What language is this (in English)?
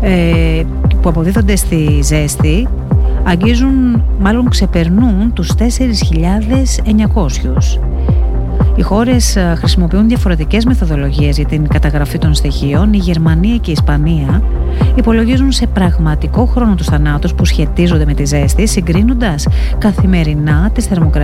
Greek